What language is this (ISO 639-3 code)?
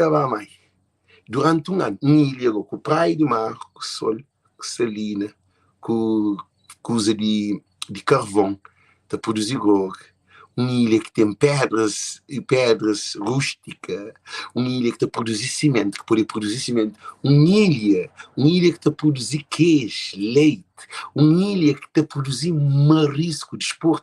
kea